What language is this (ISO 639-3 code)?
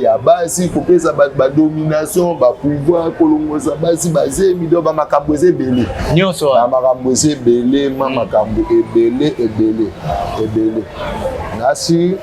lin